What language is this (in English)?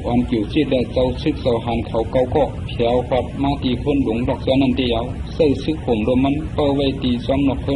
Shan